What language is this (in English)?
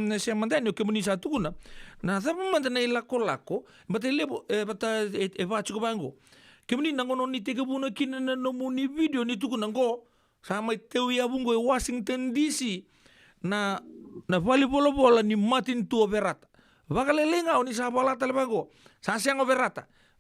Fijian